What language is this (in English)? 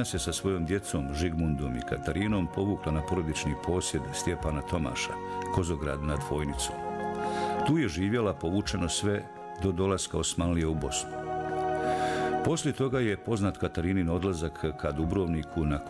Bosnian